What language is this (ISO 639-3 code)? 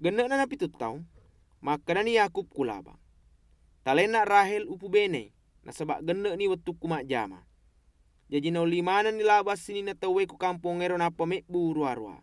bug